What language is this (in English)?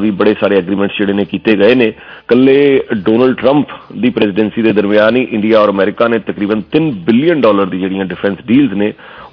Punjabi